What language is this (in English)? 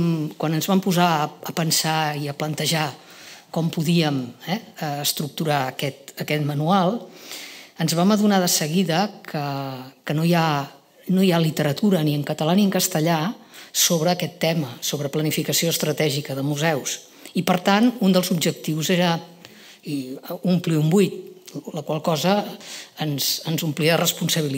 Catalan